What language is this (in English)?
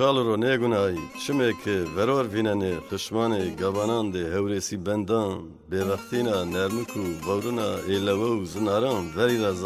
Zaza